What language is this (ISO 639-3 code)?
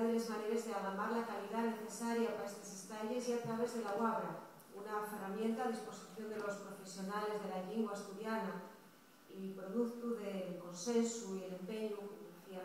ast